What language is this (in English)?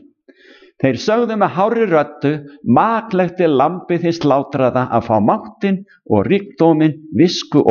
Icelandic